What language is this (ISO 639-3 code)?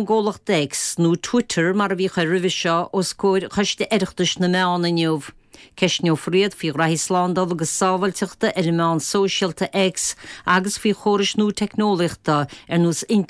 gle